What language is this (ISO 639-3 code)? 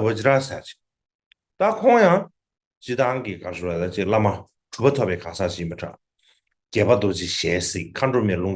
bod